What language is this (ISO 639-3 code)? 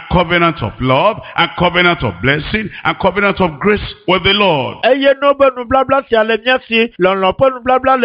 ewe